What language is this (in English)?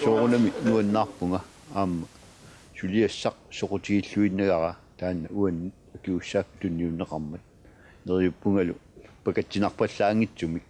Kalaallisut